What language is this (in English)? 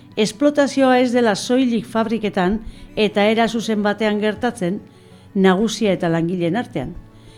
Basque